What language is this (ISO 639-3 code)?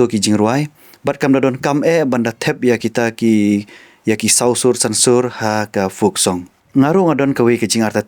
kha